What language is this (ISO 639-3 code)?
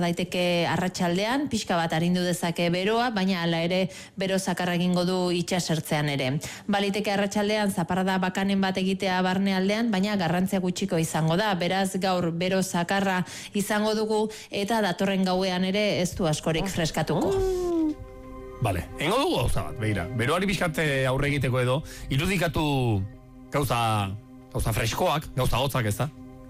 eus